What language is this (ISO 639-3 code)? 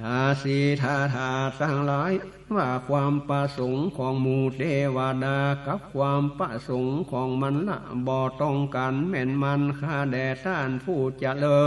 nod